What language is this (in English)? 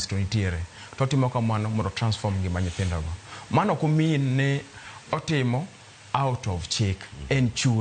Luo (Kenya and Tanzania)